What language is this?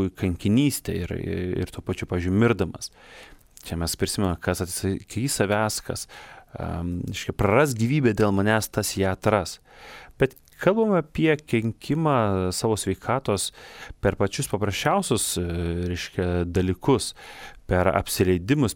Lithuanian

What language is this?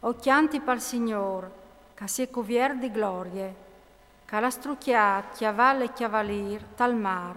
Friulian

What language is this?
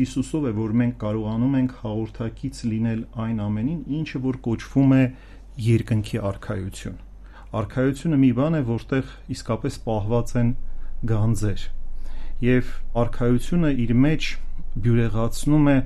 Armenian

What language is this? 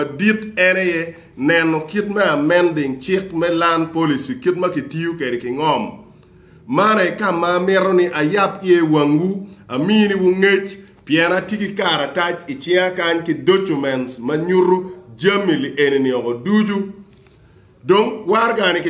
Acoli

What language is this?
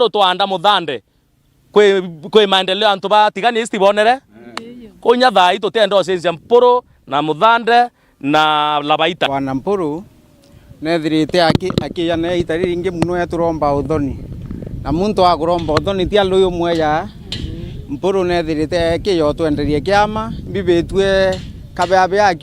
Meru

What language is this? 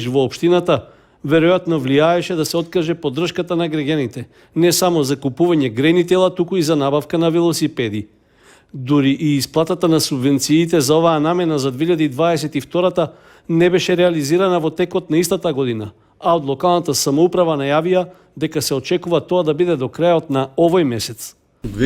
Macedonian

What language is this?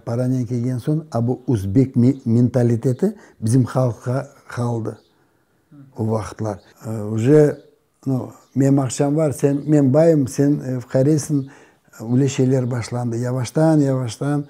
Crimean Tatar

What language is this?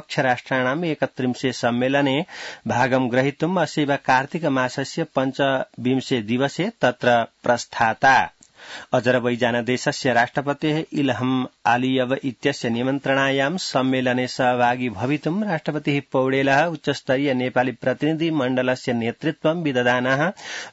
Sanskrit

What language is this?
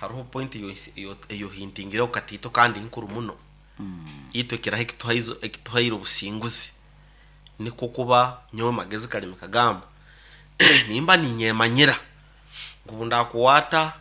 Nyoro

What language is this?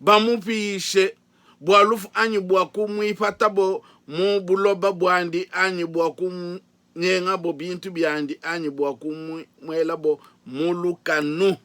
Luba-Lulua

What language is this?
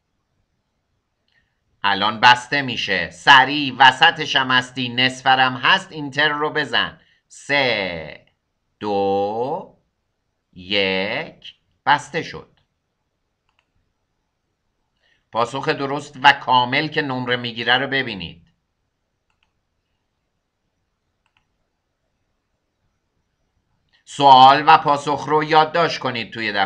Persian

